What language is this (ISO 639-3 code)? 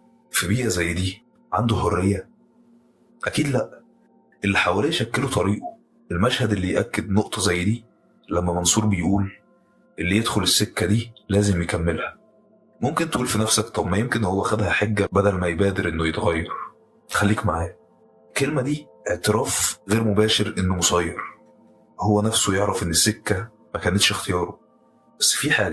arz